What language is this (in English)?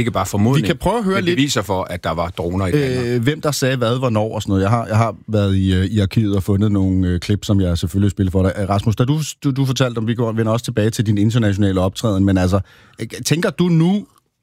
Danish